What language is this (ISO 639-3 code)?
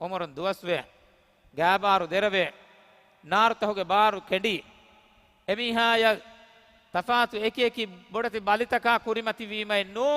div